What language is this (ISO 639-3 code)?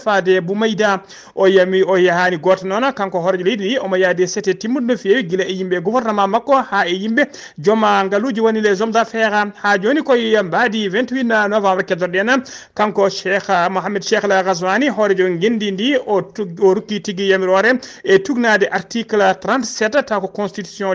ful